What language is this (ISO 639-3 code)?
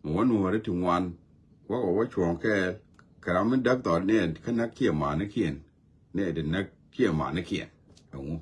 nus